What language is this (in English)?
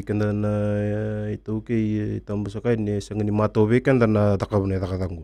Fijian